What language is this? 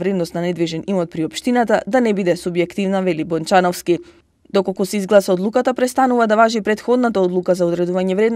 Macedonian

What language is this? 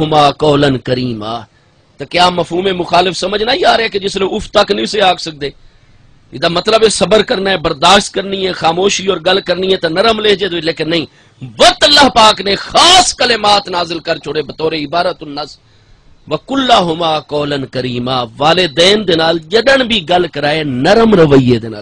Saraiki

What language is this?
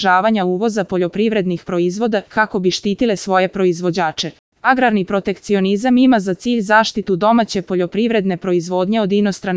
Serbian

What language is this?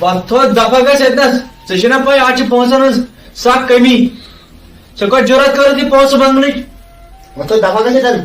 Kashmiri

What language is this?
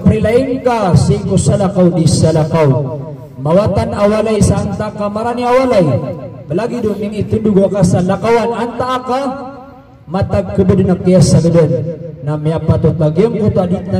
Maranao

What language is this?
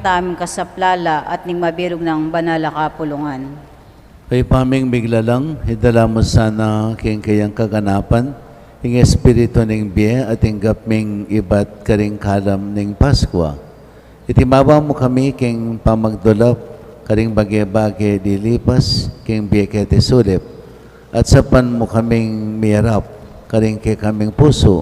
Pampanga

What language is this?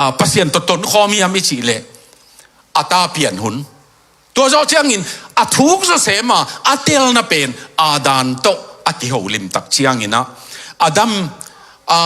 Tedim Chin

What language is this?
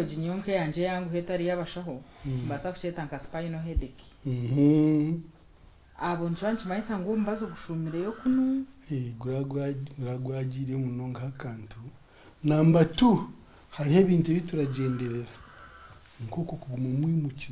Nyankole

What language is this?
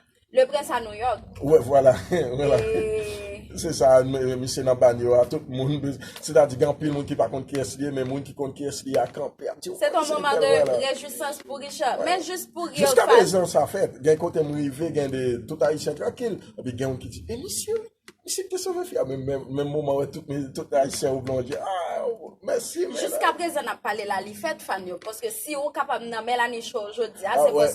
Haitian Creole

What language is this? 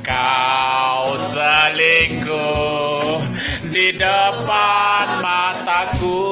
Minangkabau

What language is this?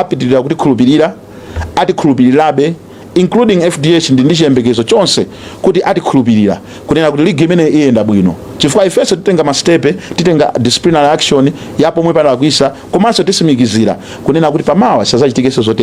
Nyanja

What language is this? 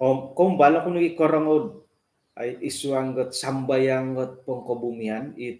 Central Dusun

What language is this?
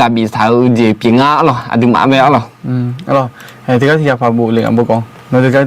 Akha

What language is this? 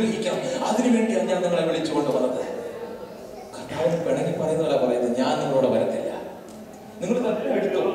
Malayalam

